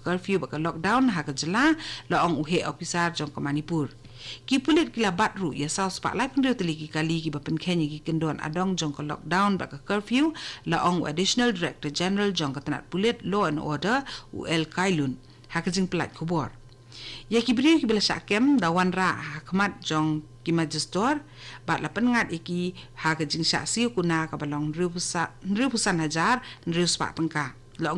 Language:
Khasi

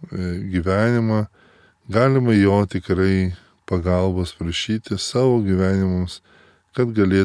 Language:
Lithuanian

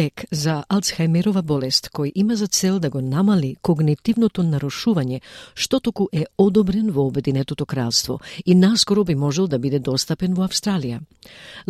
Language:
Macedonian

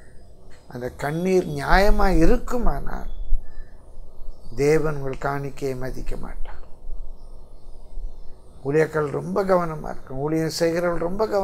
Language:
Tamil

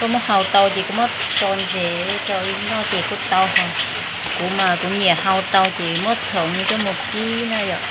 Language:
Hmong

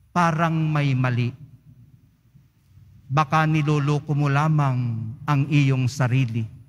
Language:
Filipino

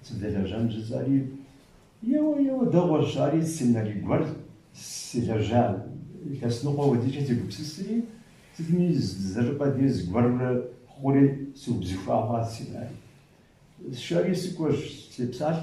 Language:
Kabardian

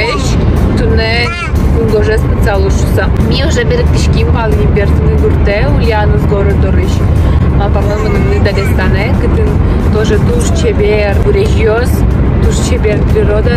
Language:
Udmurt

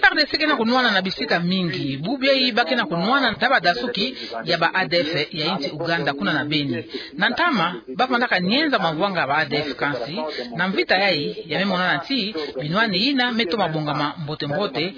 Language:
Kituba (Democratic Republic of Congo)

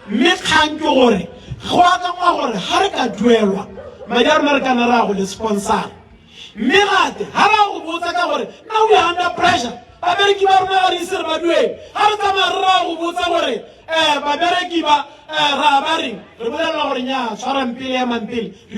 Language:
Tswana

